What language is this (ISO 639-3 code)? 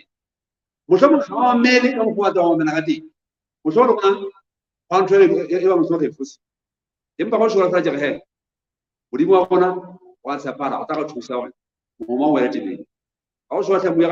sot